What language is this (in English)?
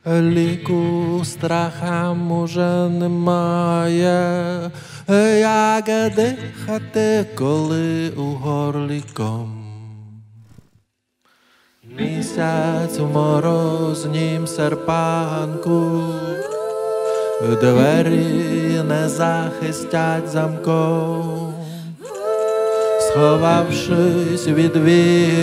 Ukrainian